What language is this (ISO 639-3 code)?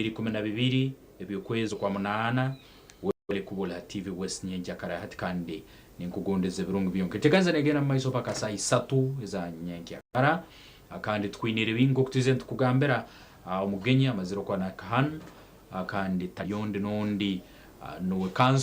nyn